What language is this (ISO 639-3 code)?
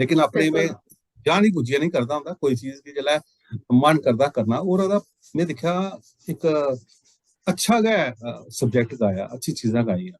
doi